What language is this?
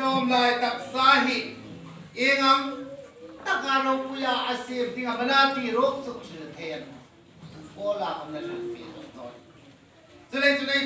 Hmar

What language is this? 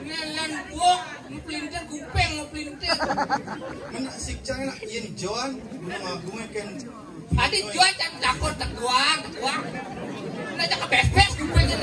Balinese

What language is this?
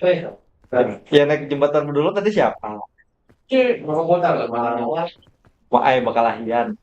Banjar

